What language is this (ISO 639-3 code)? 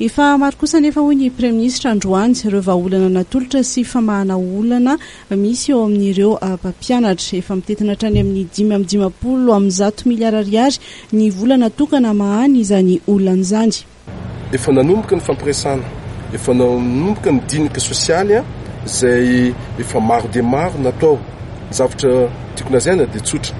mlg